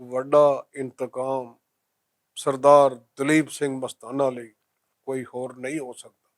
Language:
Western Panjabi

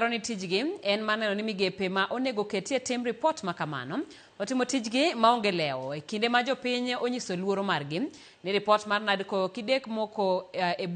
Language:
Luo (Kenya and Tanzania)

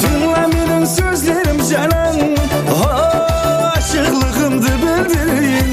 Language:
Kara-Kalpak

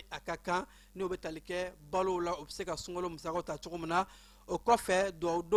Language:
Bambara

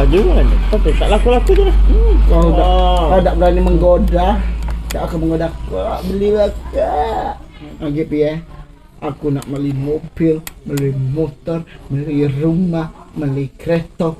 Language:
Musi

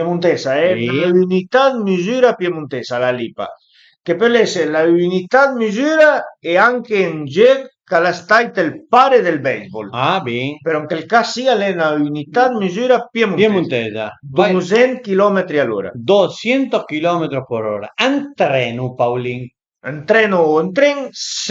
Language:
Piedmontese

